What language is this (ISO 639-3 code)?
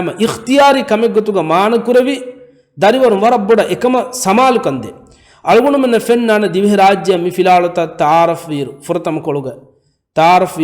div